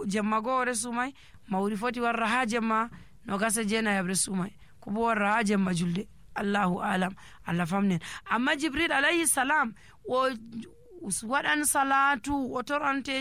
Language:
Nigerian Fulfulde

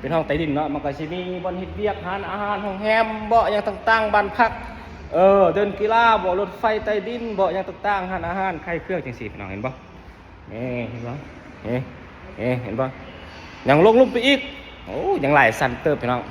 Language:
Lao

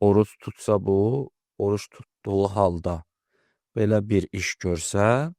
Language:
Azerbaijani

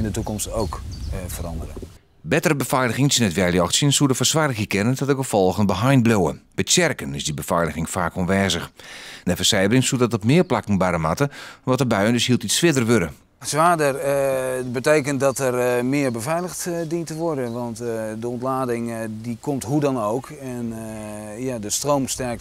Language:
Western Frisian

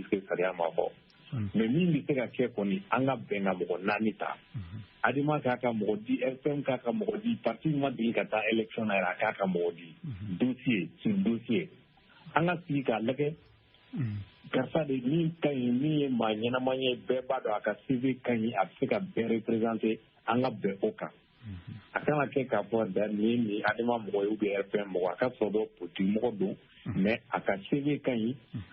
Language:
Bambara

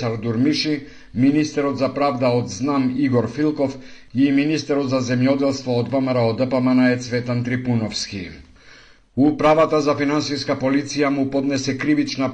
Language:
Macedonian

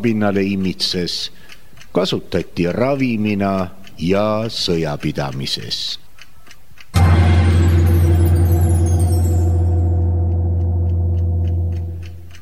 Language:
Estonian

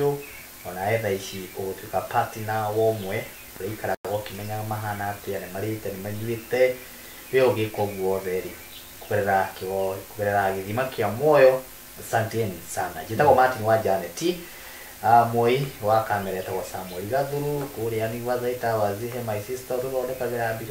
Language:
Kikuyu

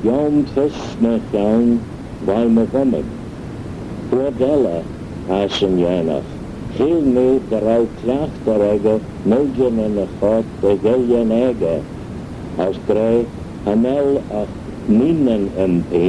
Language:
Manx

